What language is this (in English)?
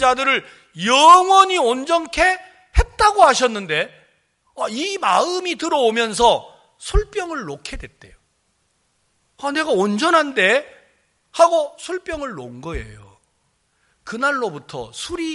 Korean